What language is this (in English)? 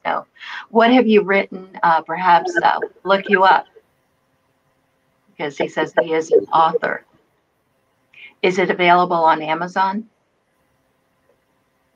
English